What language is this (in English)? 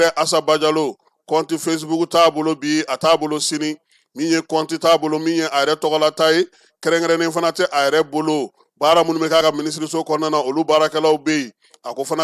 Bambara